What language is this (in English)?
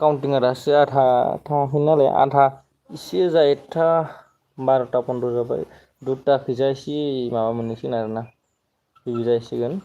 Bodo